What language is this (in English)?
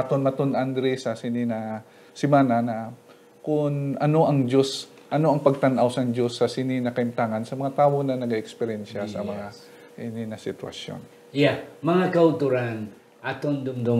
Hiligaynon